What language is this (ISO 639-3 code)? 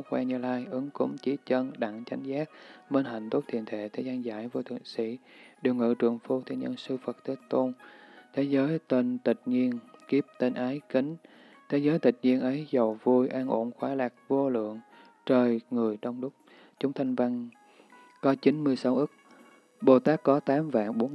vie